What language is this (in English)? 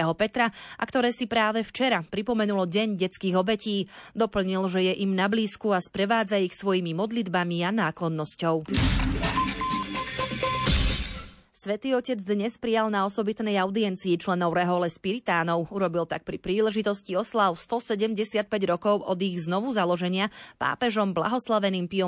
Slovak